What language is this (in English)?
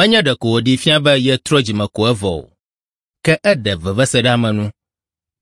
Ewe